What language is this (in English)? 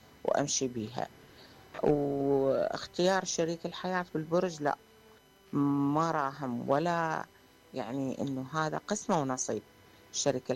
Mesopotamian Arabic